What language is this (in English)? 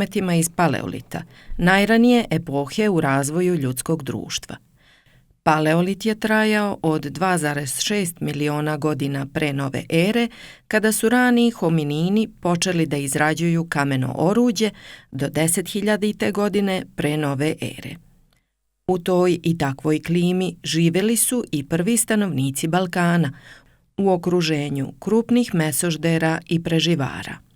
Serbian